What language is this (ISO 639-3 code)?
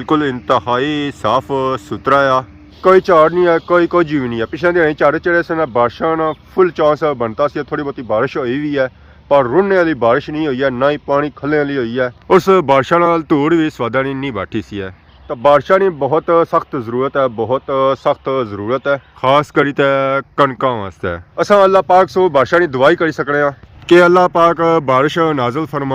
phr